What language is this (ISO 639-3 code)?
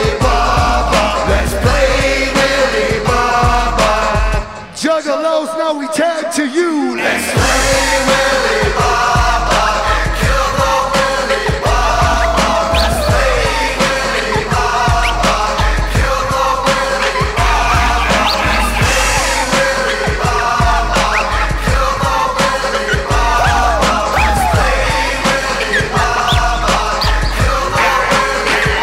eng